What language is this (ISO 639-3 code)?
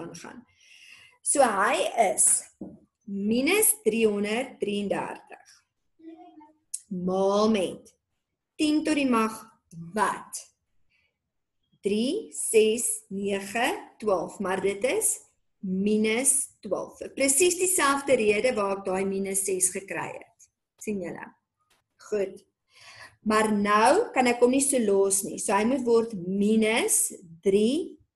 afr